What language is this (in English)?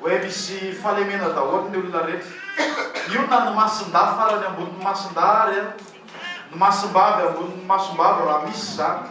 Malagasy